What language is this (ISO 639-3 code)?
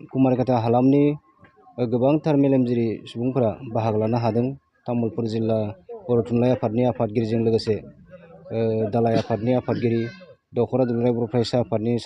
brx